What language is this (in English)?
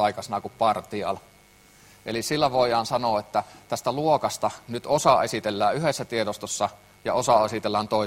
Finnish